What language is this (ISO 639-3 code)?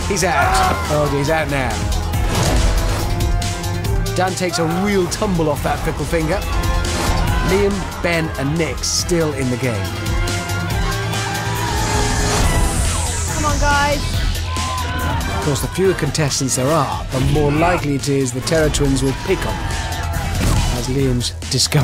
eng